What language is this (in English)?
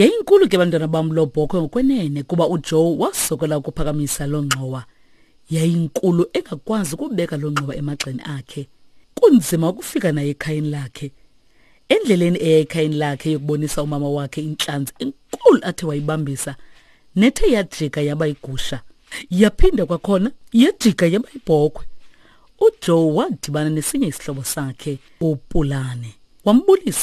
Xhosa